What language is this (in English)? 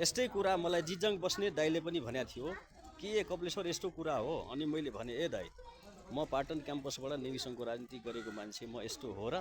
Nepali